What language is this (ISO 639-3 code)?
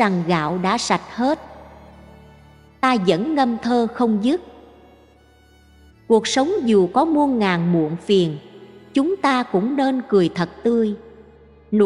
vie